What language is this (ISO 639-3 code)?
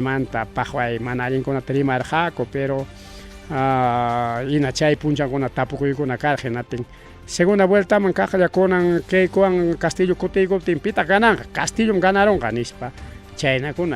quy